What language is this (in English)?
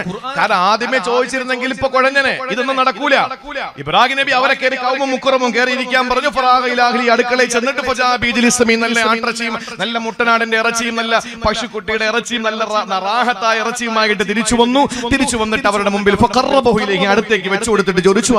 Malayalam